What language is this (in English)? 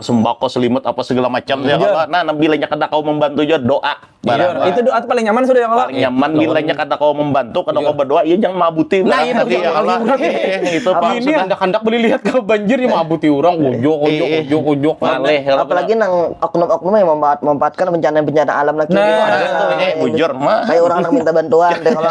Banjar